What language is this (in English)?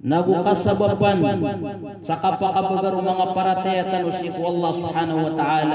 Maranao